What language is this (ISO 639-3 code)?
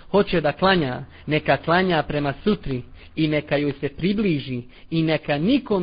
bos